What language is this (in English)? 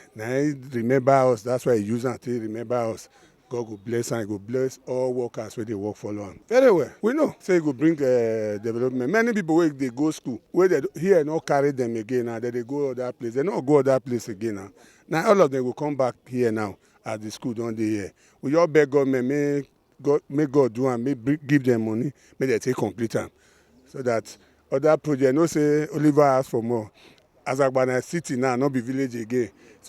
Nigerian Pidgin